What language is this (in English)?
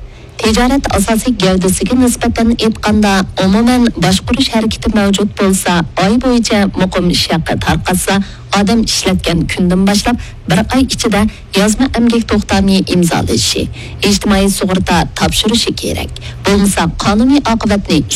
Uyghur